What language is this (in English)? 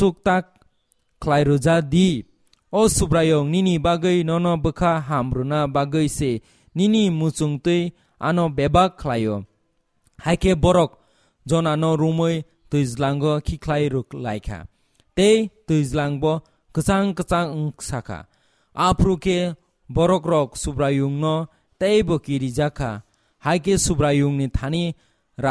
Kok Borok